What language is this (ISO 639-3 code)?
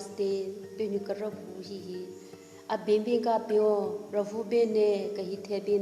nre